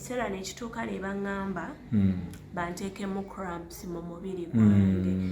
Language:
Ganda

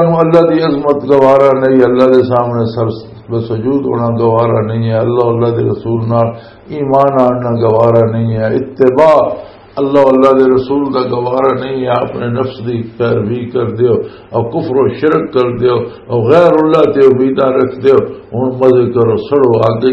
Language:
Western Panjabi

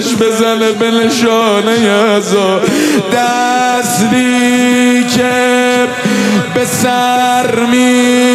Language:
Persian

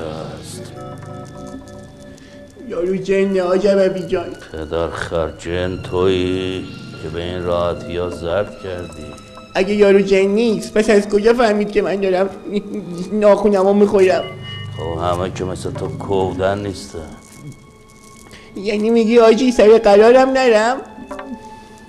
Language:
Persian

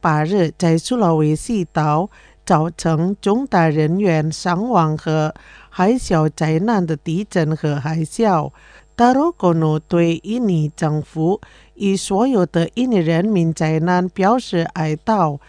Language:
Chinese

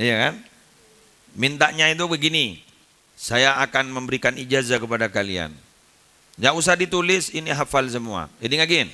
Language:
Madurese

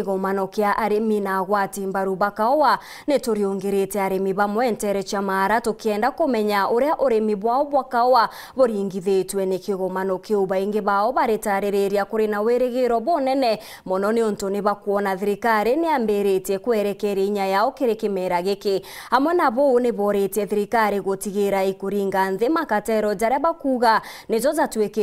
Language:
Meru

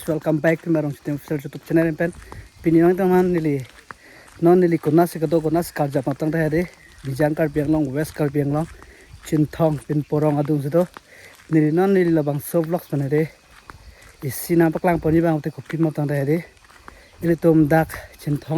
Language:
Karbi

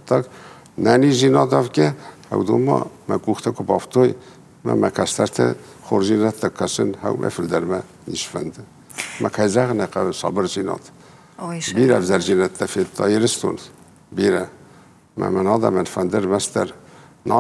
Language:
Ossetic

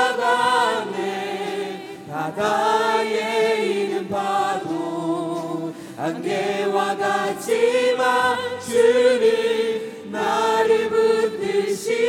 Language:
Korean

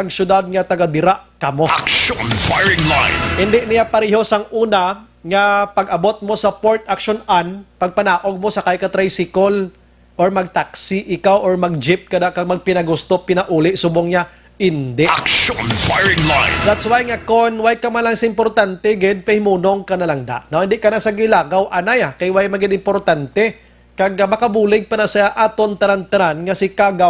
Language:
Hiligaynon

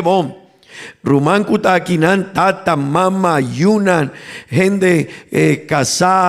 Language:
Papiamento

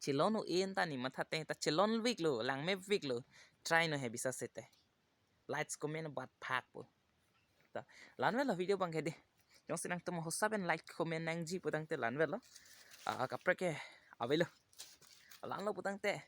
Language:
Karbi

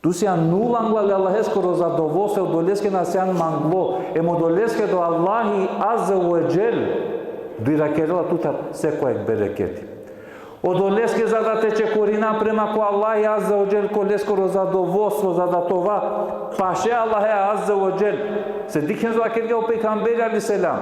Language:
Balkan Romani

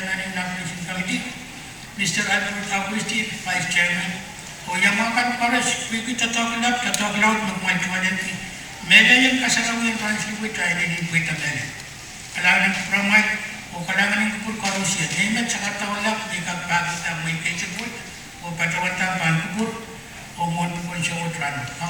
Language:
Pohnpeian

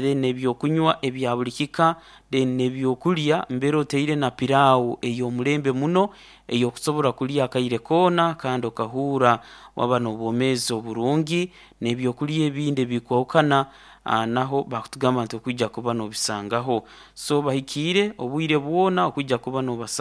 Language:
Nyoro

